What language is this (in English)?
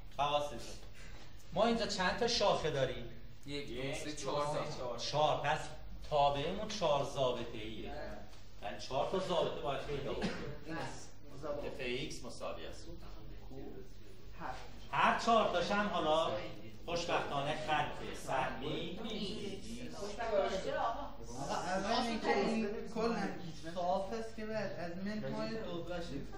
Persian